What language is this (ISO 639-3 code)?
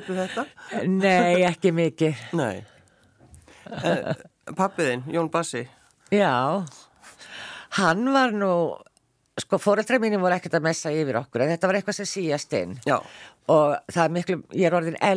isl